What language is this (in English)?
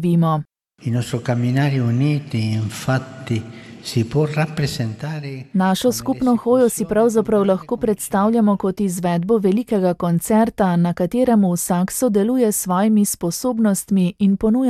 Slovenian